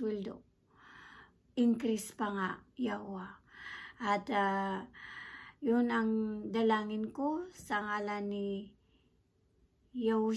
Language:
Filipino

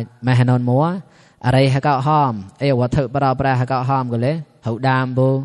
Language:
Mon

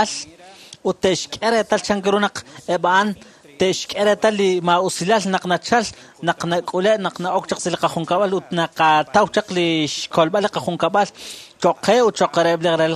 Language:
Kekchí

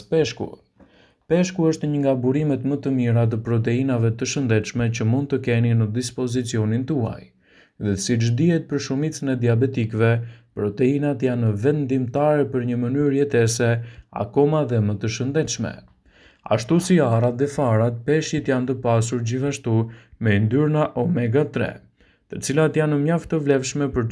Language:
Albanian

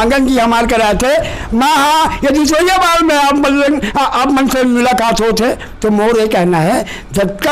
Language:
Chhattisgarhi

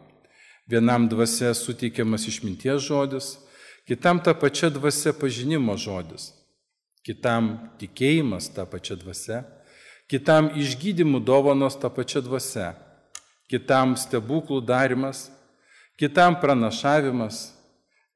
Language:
Lithuanian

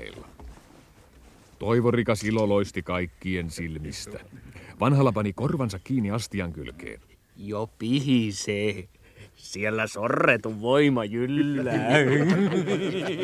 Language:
Finnish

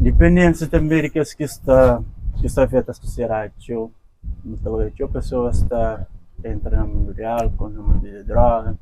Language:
Kabuverdianu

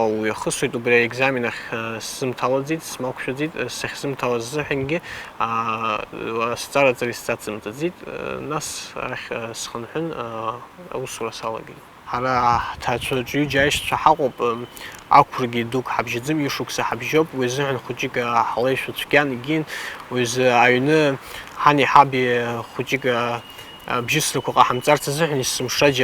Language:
Abkhazian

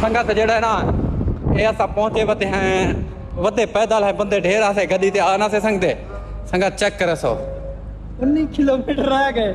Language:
Saraiki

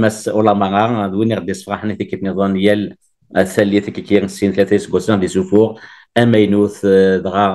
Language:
Kabyle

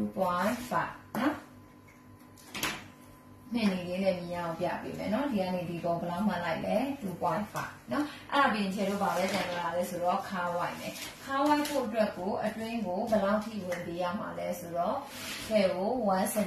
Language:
Burmese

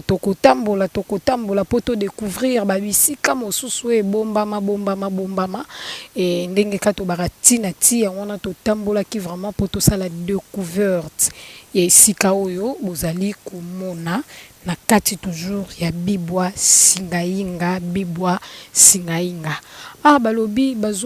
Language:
Lingala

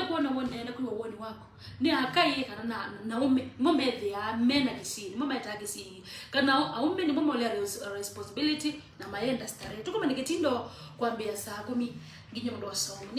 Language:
Kamba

